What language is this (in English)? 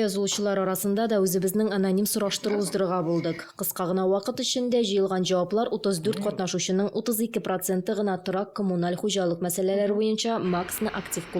Tatar